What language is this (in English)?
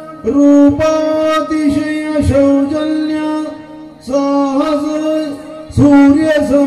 Kannada